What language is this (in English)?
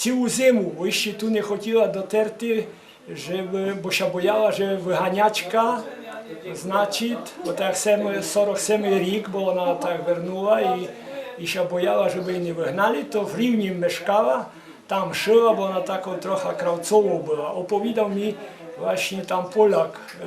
Rusyn